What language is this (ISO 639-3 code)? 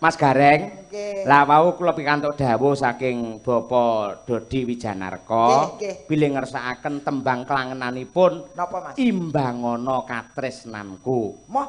jav